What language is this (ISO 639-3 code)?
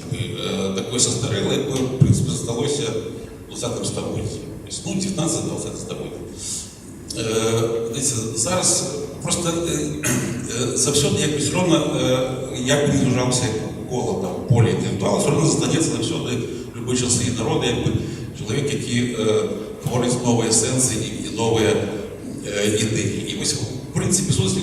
bel